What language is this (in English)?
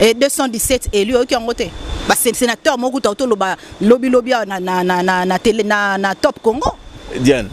Lingala